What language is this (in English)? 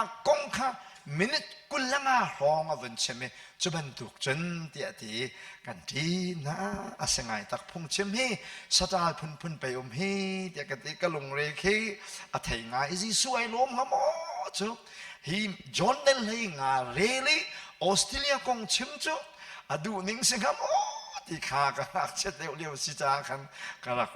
Hakha Chin